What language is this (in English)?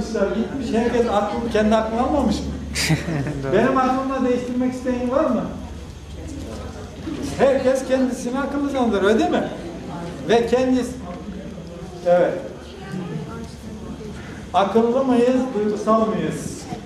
Turkish